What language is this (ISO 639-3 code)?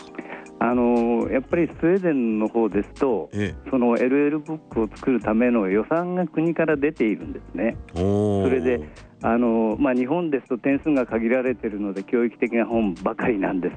jpn